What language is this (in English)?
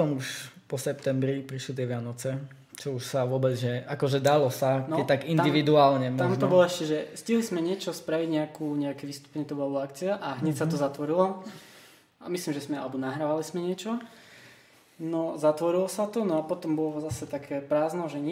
Slovak